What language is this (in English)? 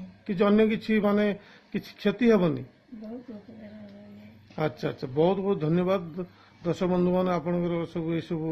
Odia